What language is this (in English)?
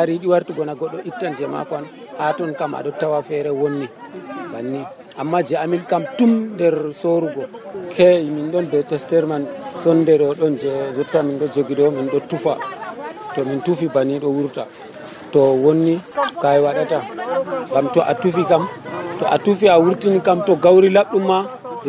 Nigerian Fulfulde